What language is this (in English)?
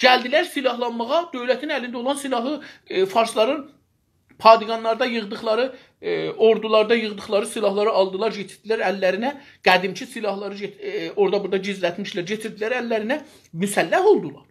South Azerbaijani